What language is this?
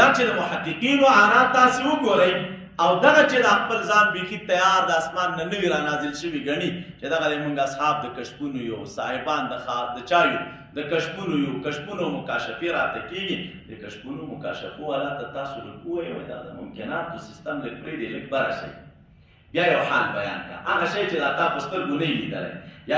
Pashto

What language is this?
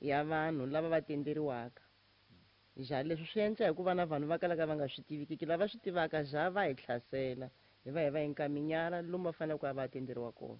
Tsonga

